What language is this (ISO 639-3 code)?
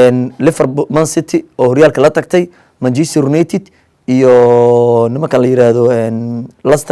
som